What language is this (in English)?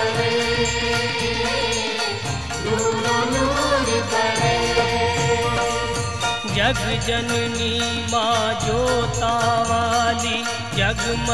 Hindi